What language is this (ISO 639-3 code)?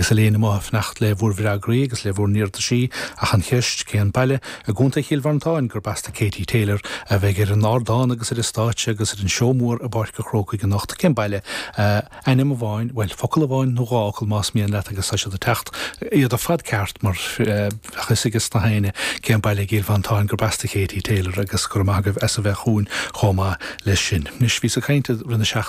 gle